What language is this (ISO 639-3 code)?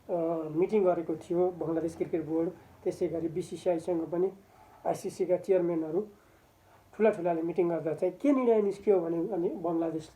nep